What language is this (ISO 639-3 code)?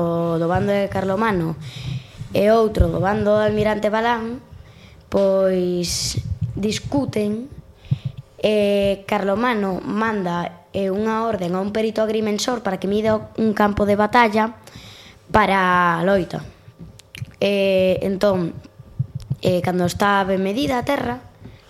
glg